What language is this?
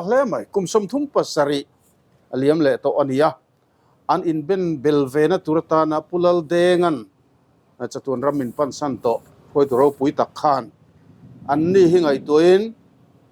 Mizo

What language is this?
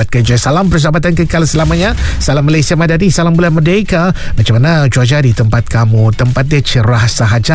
Malay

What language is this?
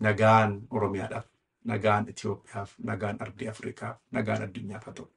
Oromo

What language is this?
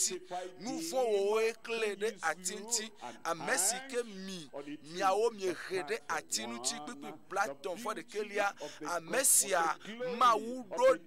Ewe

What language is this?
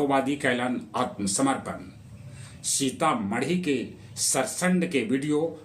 Magahi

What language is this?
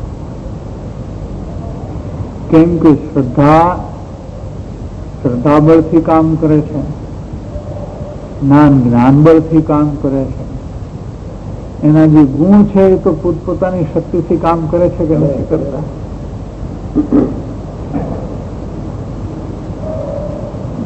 Gujarati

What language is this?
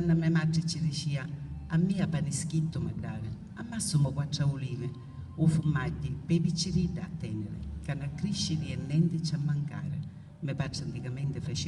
Sicilian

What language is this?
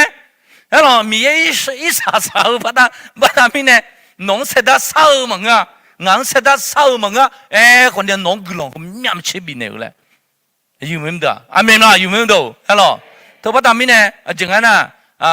Akha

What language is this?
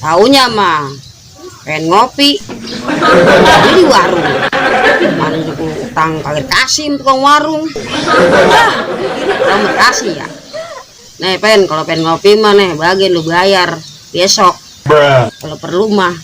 Betawi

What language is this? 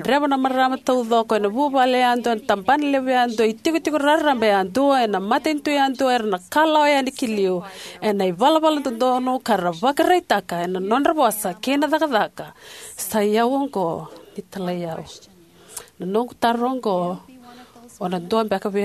Fijian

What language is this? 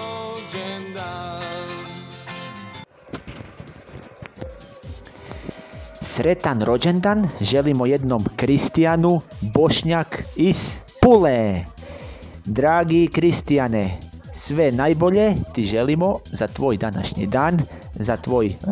Croatian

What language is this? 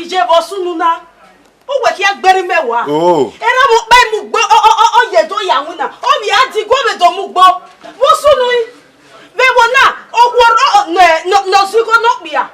Bini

